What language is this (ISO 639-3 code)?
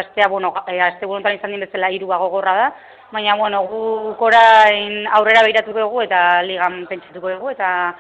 eus